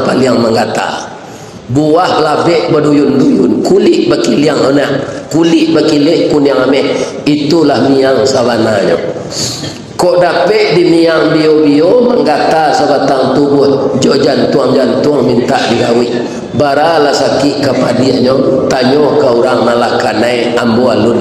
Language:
Minangkabau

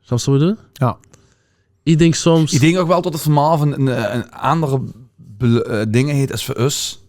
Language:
Limburgish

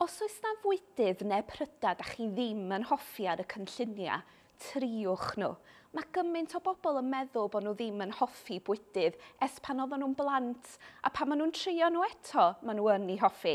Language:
Welsh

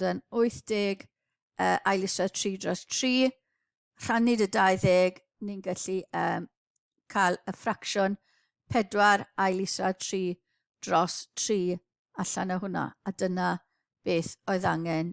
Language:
Welsh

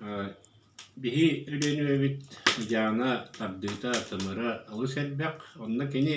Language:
Yakut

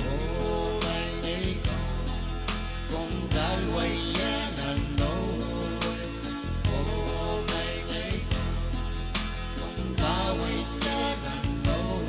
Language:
Pohnpeian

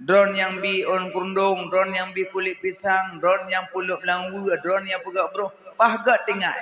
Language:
Achinese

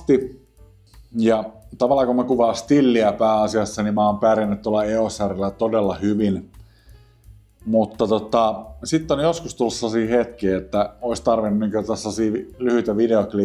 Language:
Finnish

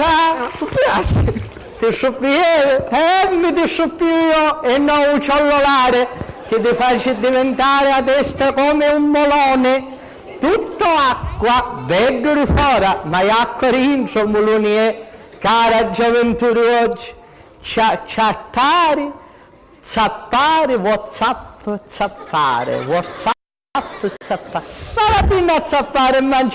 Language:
Sicilian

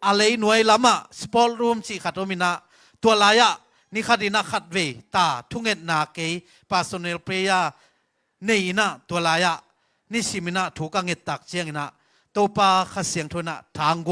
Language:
Tedim Chin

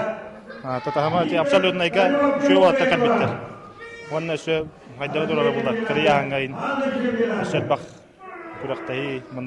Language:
Yakut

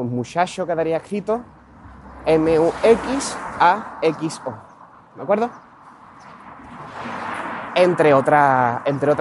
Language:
Spanish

